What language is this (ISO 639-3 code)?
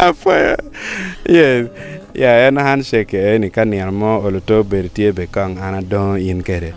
ach